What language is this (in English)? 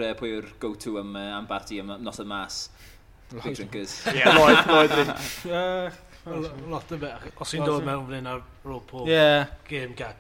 Welsh